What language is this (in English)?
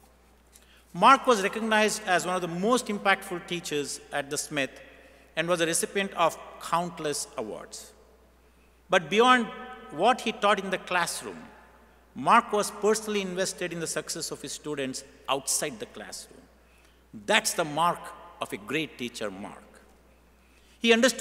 English